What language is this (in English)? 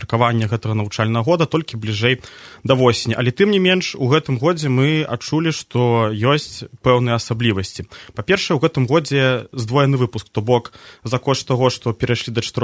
Belarusian